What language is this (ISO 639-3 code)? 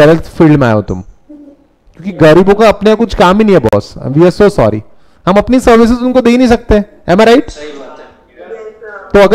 hin